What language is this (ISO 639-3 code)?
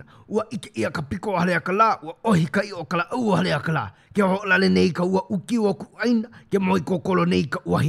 haw